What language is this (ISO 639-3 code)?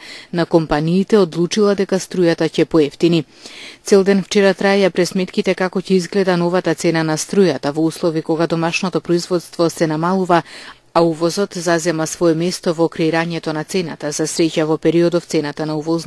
mkd